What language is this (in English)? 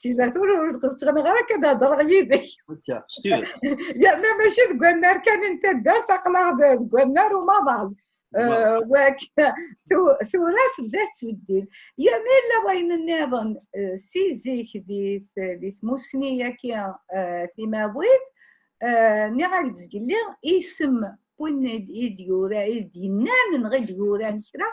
Kabyle